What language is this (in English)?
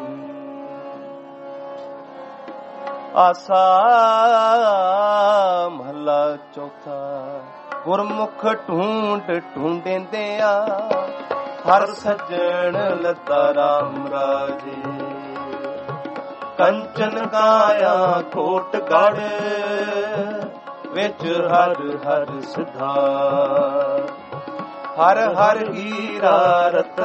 Punjabi